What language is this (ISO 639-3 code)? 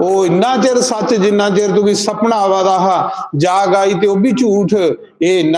doi